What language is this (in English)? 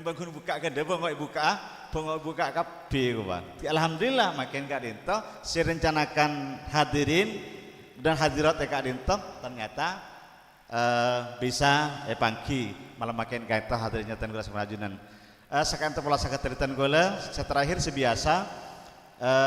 Madurese